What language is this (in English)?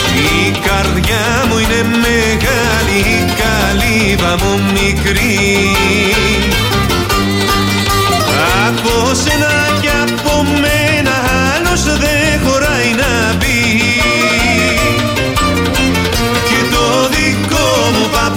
Greek